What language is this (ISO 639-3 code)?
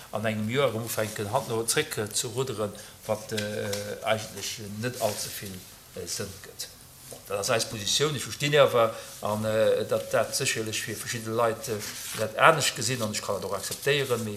ltz